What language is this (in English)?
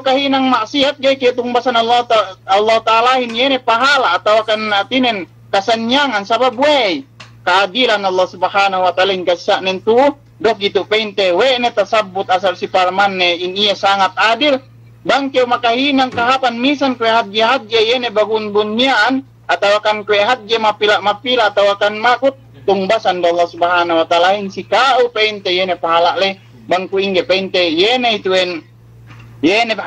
Yakan